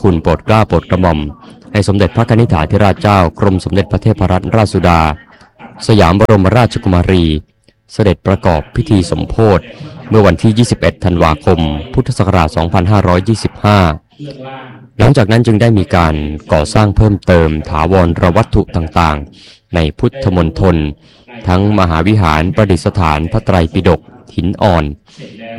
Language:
Thai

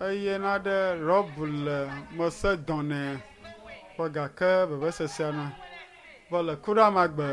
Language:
Ewe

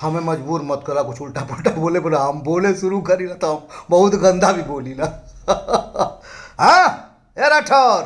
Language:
Bhojpuri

